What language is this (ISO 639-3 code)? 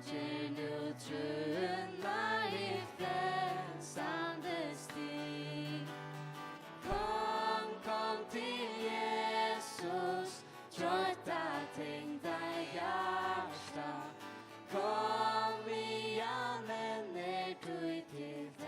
fao